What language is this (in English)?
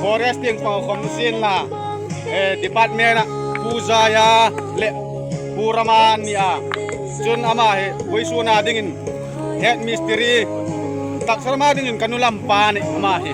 Hmar